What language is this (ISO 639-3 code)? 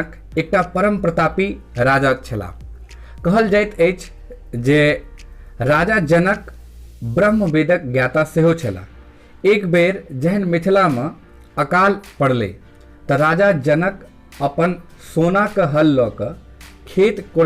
mai